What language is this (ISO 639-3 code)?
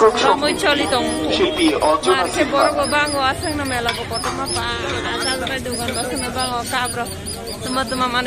trp